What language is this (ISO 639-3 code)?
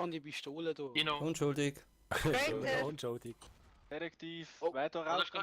gsw